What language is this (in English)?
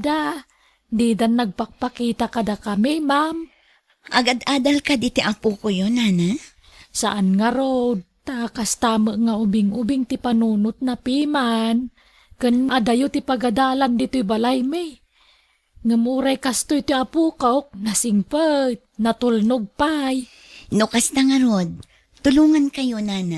Iloko